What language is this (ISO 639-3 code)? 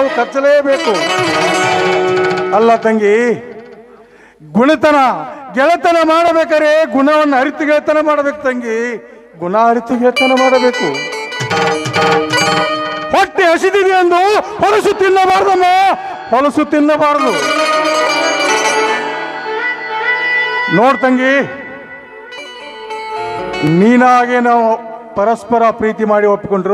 kan